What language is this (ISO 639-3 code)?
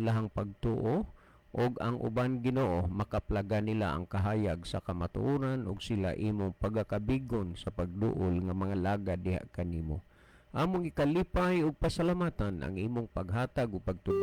ceb